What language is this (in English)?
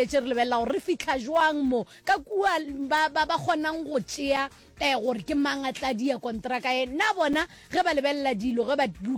Northern Sotho